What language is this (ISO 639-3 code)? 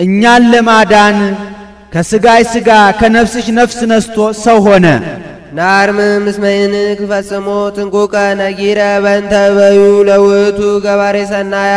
amh